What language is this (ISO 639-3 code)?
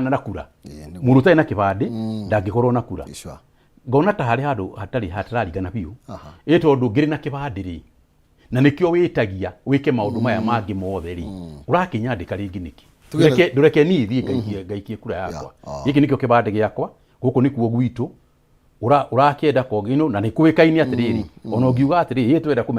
kik